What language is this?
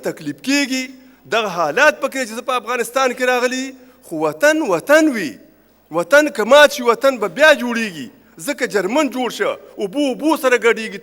Pashto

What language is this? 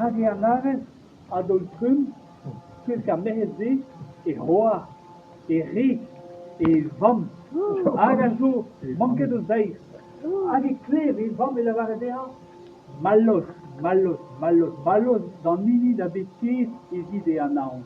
Breton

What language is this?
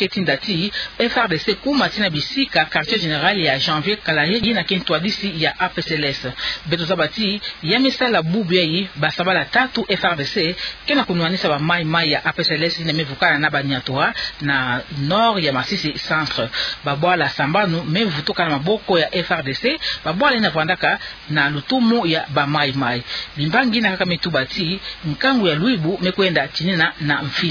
Kituba (Democratic Republic of Congo)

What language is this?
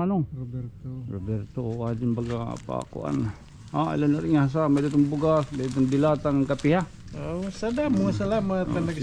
Waray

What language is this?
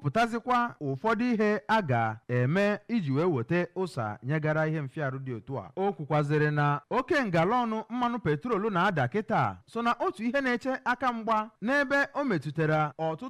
Igbo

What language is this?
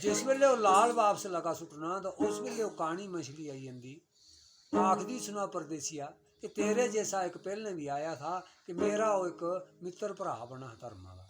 Dogri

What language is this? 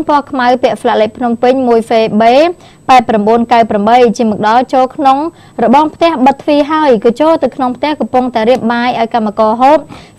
Khmer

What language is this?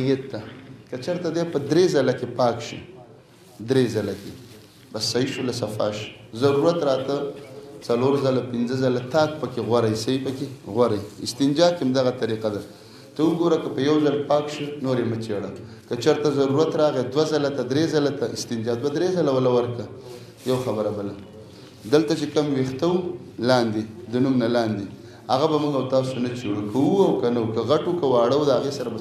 Pashto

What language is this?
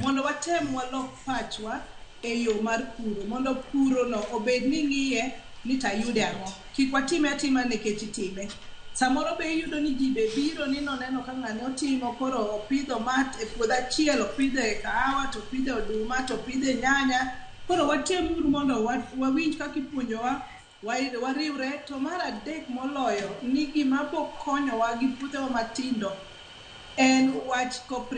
Luo (Kenya and Tanzania)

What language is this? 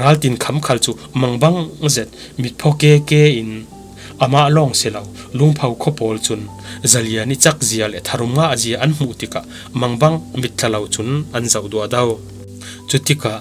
Falam Chin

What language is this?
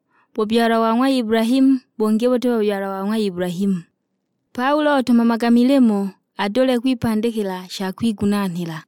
Sukuma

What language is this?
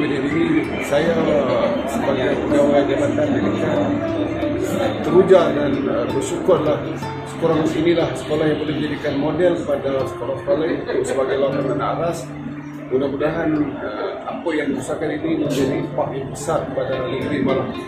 Malay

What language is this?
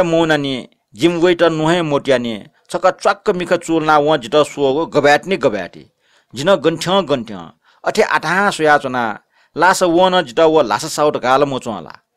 Newari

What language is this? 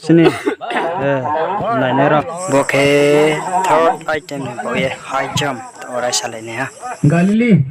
Riang (India)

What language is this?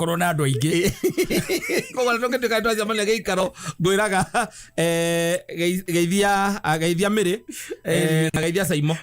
Kikuyu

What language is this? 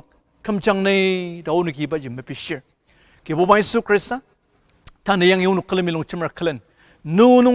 Ao Naga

